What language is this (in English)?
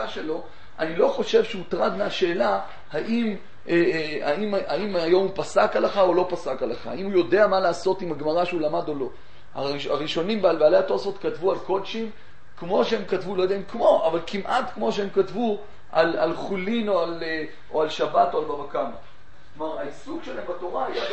Hebrew